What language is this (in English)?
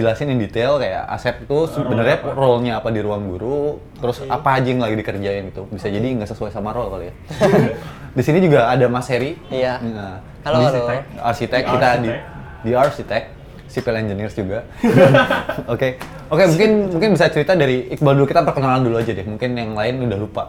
Indonesian